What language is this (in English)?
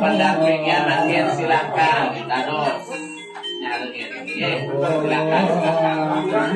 Balinese